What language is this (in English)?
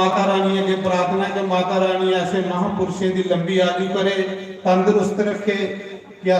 Dogri